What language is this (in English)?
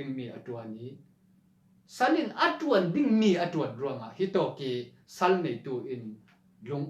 Falam Chin